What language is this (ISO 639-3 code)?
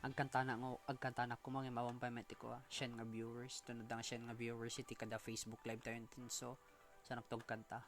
ilo